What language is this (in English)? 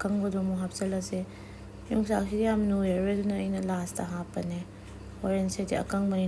Manipuri